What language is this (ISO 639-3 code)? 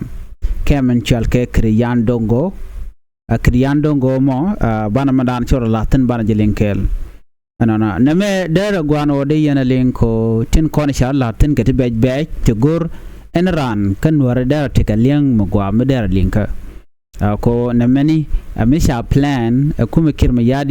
nus